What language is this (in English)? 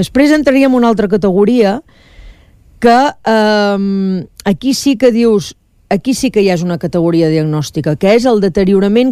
Catalan